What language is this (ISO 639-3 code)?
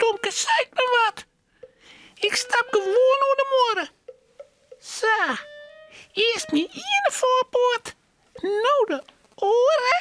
fry